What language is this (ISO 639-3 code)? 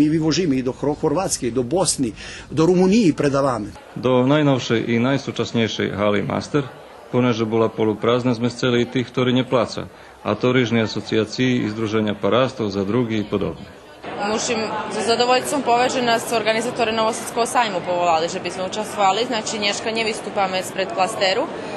rue